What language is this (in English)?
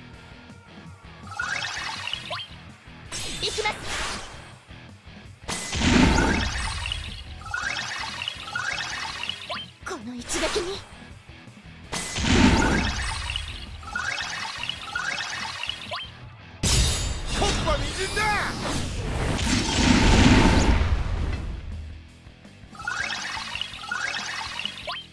Japanese